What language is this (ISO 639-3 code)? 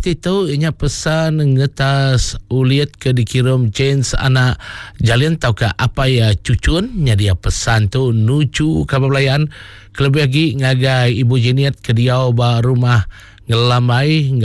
iba